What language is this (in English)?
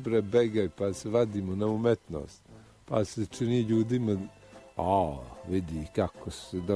Bosnian